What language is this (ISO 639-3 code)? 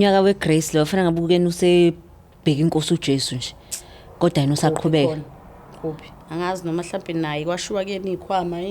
zul